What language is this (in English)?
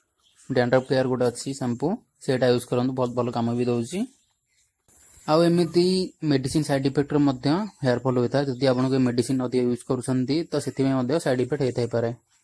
Odia